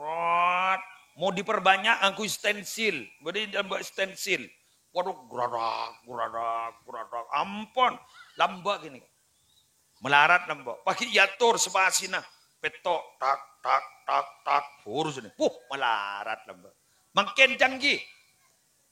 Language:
Madurese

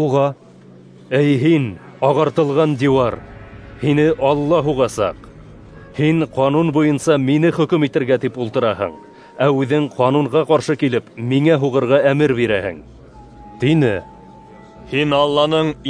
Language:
Bashkir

